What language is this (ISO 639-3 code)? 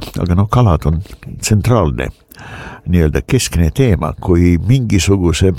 est